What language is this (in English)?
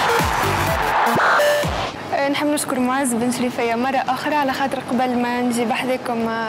Tunisian Arabic